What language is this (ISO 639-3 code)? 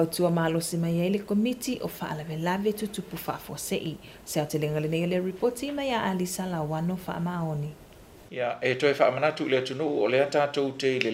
smo